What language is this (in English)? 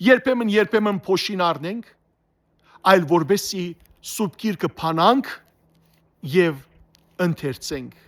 Western Armenian